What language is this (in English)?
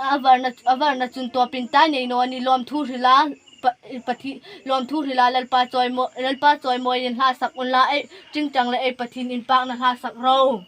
Hmar